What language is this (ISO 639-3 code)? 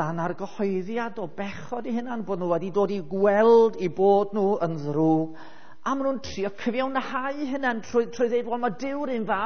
cym